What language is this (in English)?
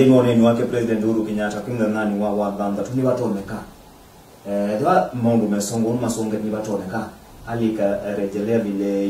Kamba